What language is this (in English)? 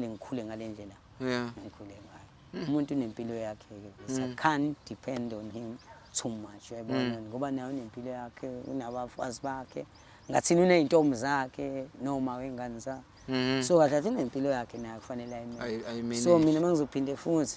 Zulu